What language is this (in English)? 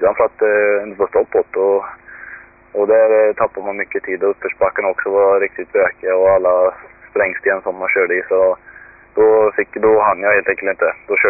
Swedish